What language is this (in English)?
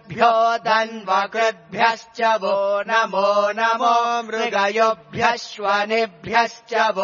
Sanskrit